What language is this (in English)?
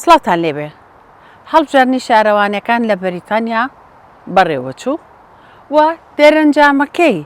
Central Kurdish